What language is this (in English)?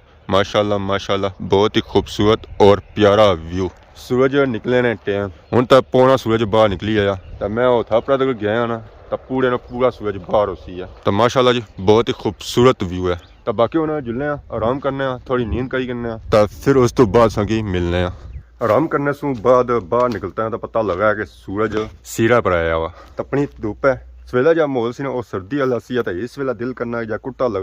Pahari-Potwari